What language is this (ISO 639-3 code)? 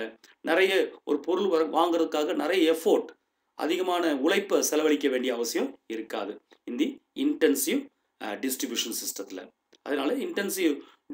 tam